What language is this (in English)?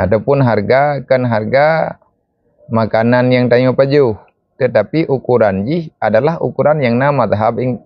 Achinese